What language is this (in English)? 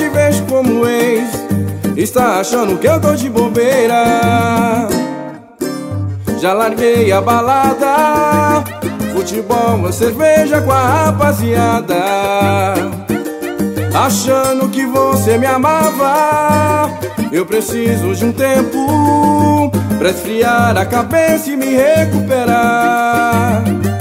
Portuguese